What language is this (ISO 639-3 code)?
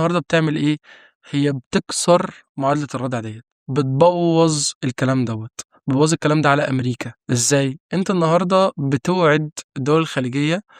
arz